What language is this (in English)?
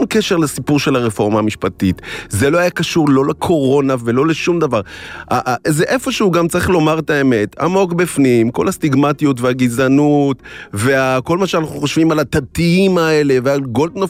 Hebrew